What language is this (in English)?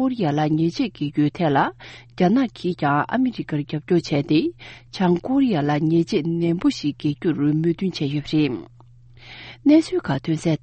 Tibetan